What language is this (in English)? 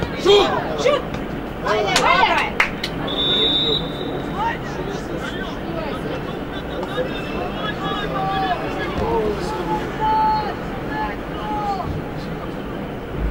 Croatian